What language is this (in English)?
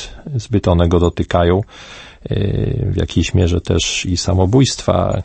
Polish